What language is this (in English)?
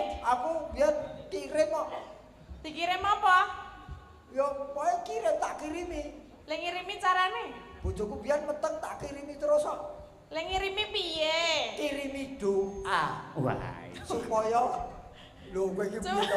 Javanese